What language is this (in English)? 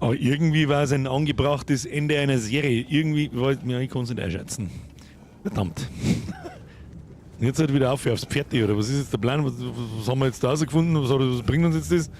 Bavarian